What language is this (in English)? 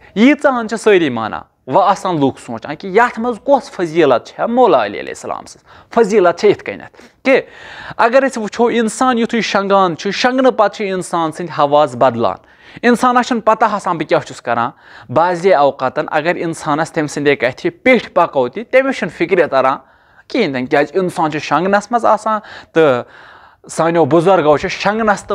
Kashmiri